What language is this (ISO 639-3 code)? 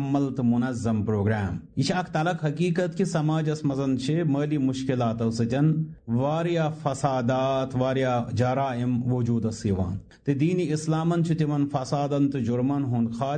kas